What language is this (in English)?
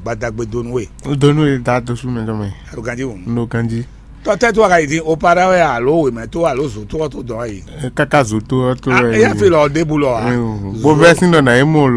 Fon